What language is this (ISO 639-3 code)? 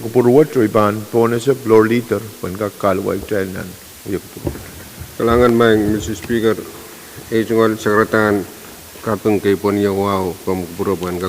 pon